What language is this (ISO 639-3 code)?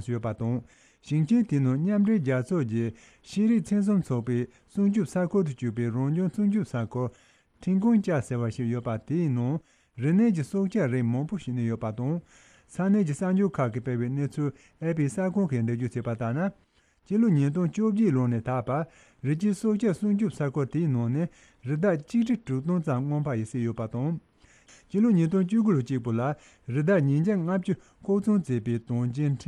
bod